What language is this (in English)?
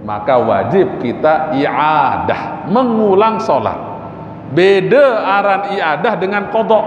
Sasak